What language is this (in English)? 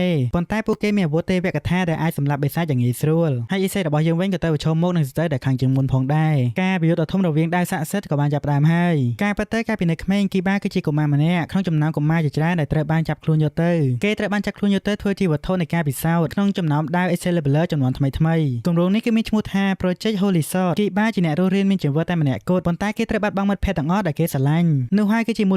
Khmer